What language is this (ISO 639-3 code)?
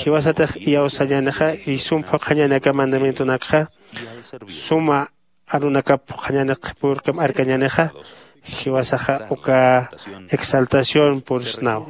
aym